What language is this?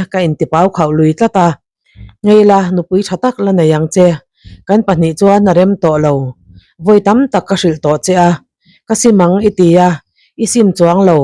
Mizo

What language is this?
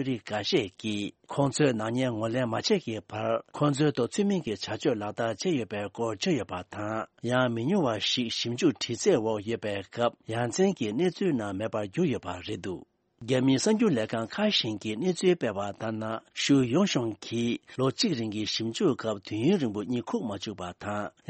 Tibetan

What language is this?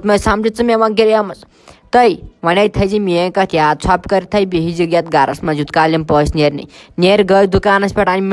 Kashmiri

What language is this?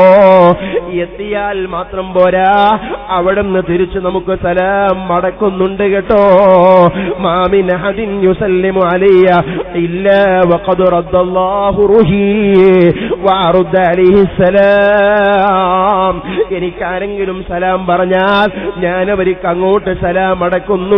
Malayalam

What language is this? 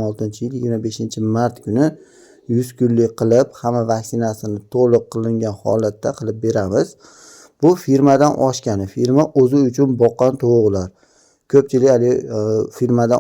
Uzbek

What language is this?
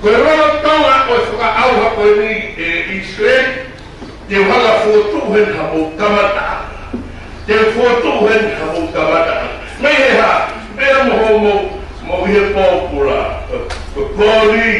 Tongan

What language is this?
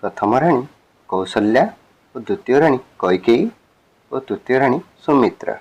Odia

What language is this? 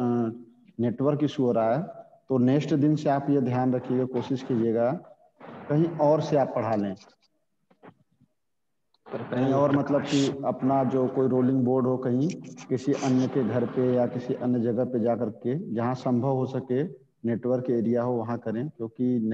Hindi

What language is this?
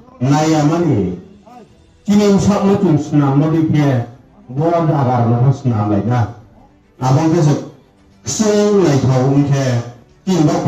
Riang (India)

